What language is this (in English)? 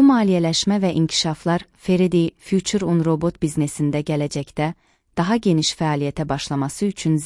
Azerbaijani